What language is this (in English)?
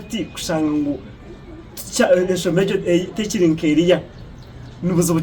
Nyankole